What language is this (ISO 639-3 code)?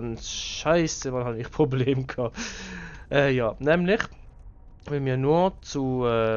gsw